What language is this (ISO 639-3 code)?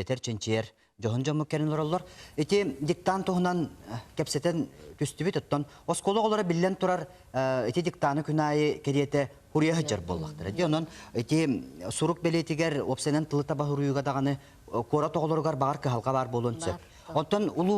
sah